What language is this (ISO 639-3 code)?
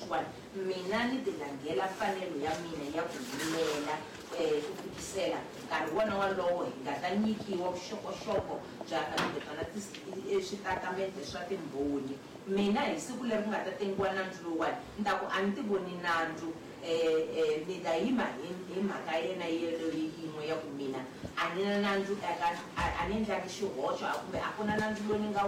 tso